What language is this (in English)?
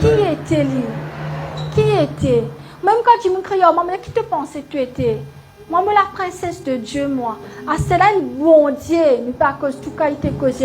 Morisyen